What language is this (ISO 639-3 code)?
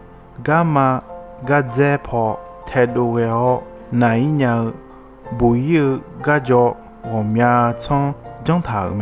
ahk